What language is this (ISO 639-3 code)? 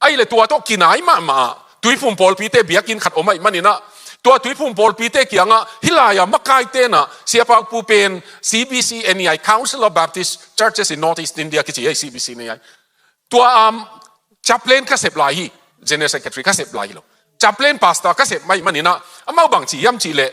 ctd